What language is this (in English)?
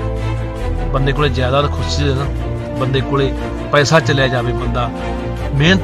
Punjabi